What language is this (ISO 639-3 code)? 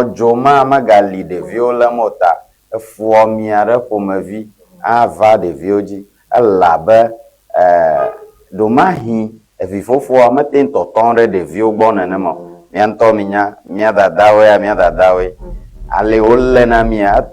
ewe